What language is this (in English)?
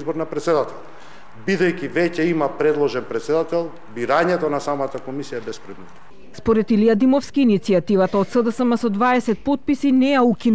Macedonian